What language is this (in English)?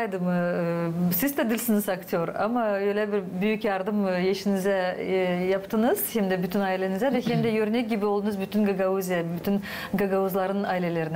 Gagauz